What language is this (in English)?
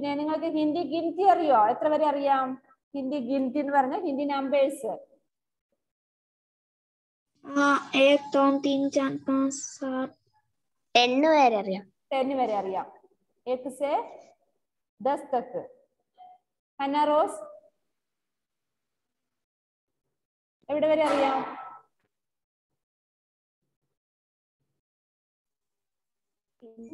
Malayalam